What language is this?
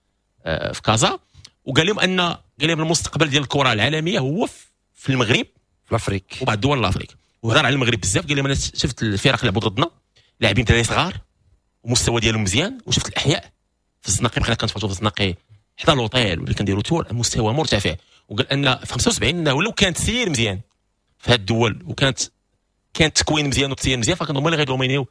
Moroccan Arabic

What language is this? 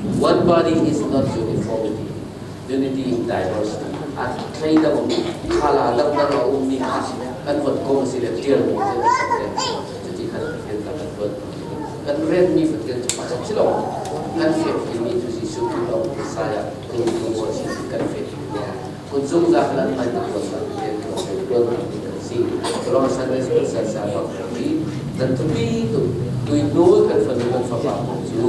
Falam Chin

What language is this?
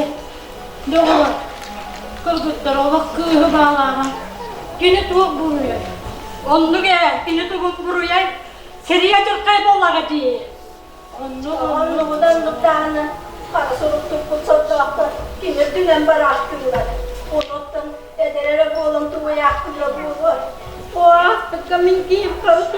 Yakut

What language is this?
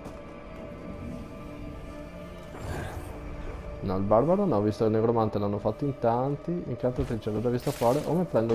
Italian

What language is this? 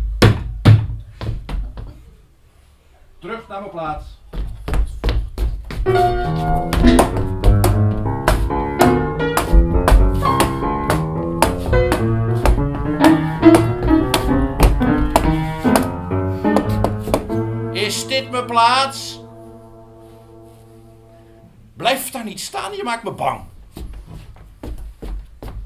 Dutch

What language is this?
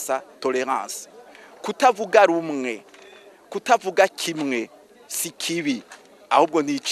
Rundi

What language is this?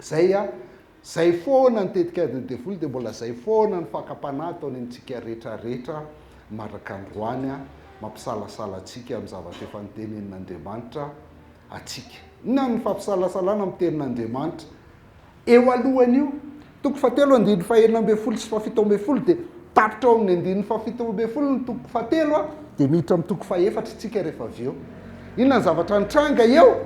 Malagasy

